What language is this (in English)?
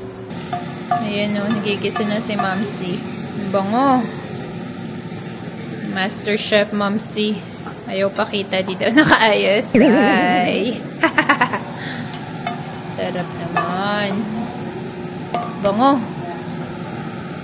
Filipino